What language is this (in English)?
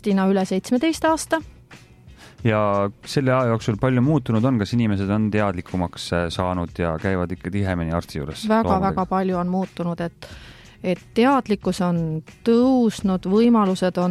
Estonian